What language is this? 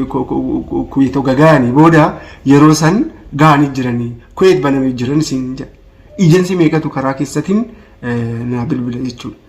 Oromo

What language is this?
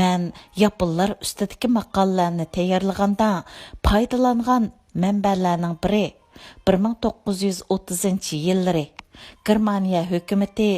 Uyghur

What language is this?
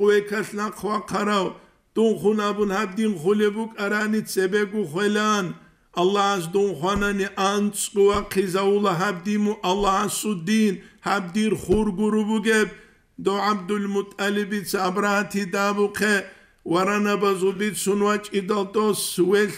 Avaric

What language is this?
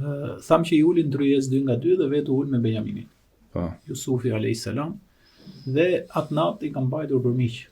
Albanian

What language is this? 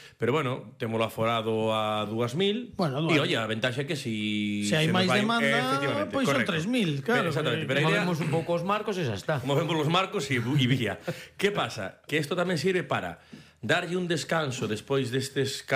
Galician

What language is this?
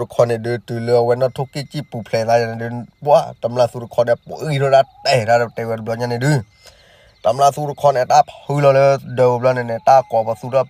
S'gaw Karen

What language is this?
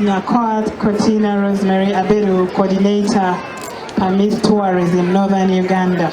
Acoli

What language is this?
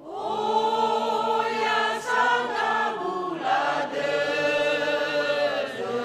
Nias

